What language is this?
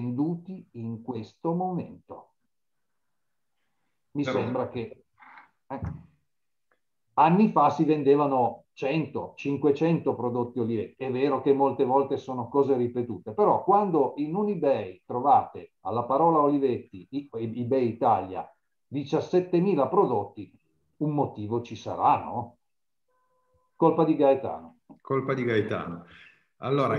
Italian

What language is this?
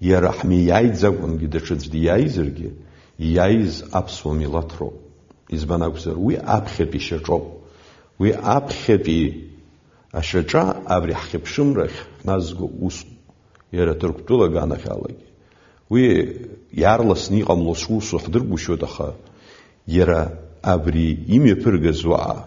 Abkhazian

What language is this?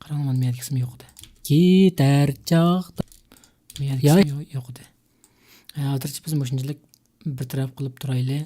Uyghur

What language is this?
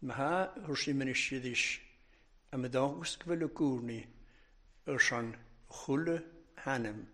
Welsh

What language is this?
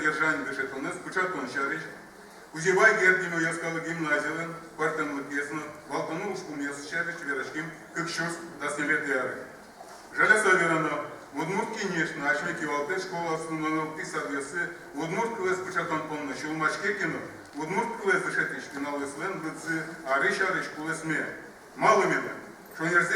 Udmurt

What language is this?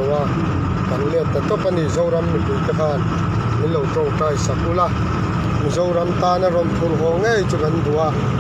Mizo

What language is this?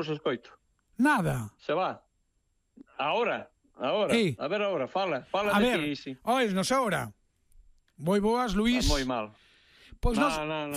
Galician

